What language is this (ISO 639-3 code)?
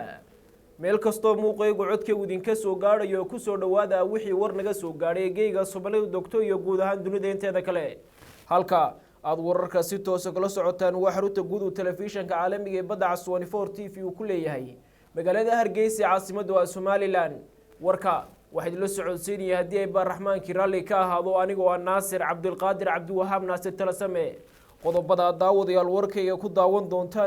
som